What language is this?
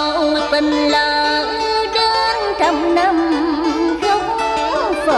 Vietnamese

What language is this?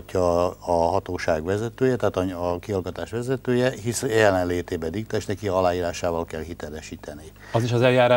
Hungarian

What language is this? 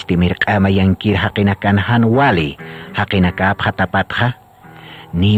Aymara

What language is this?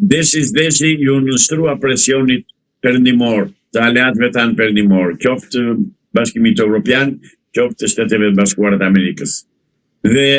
Albanian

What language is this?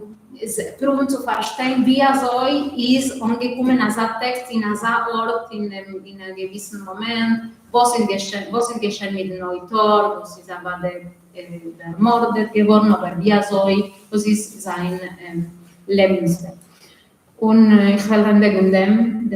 Yiddish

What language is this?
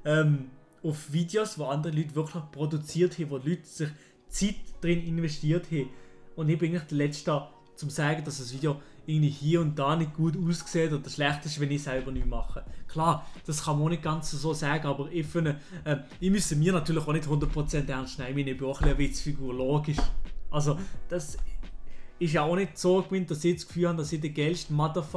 Swiss German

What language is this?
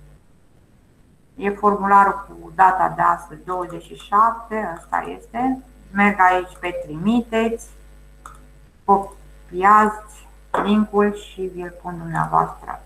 Romanian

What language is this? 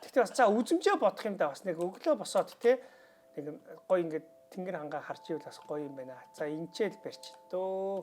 Mongolian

